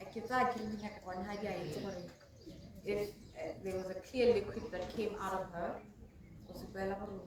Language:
Tswana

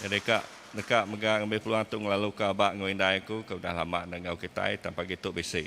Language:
Iban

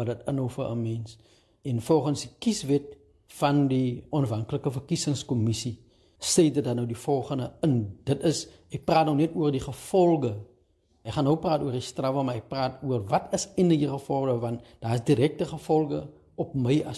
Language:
Afrikaans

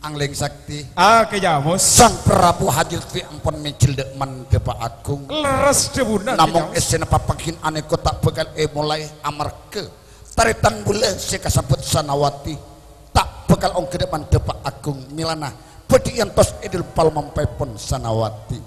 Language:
Madurese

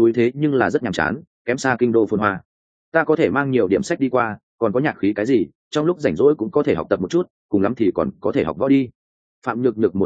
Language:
Vietnamese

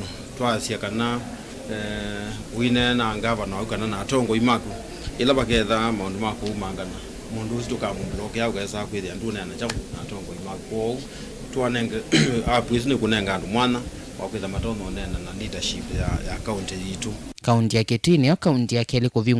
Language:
Kamba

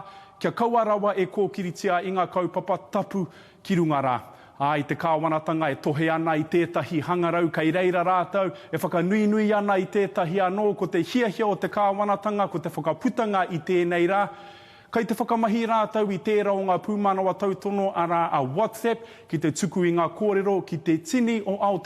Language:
Māori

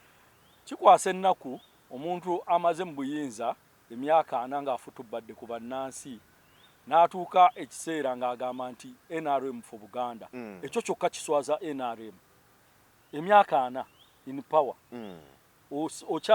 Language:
Ganda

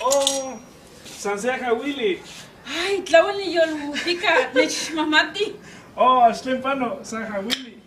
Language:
Eastern Huasteca Nahuatl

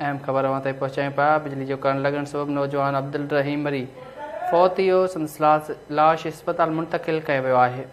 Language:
Sindhi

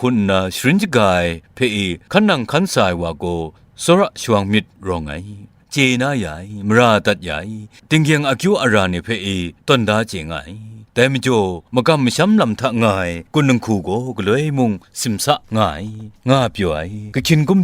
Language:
Kachin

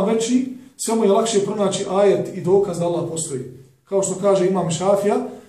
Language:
Bosnian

